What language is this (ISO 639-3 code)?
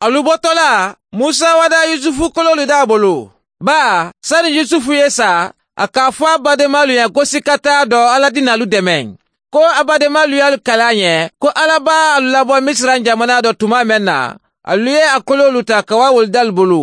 man